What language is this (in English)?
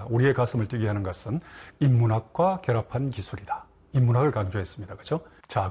Korean